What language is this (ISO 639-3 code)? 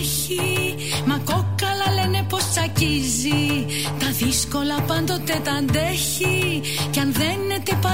ell